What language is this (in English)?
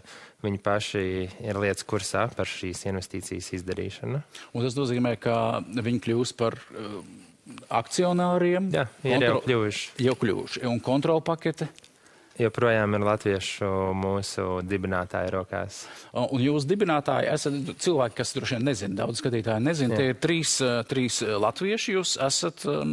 Latvian